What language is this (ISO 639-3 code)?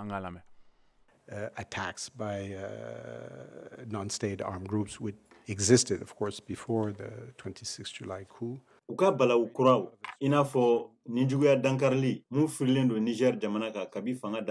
bam